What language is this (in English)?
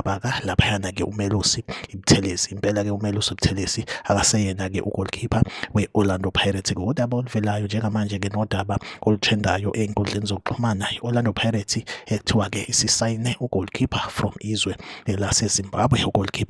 Zulu